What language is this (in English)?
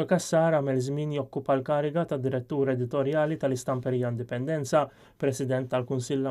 Maltese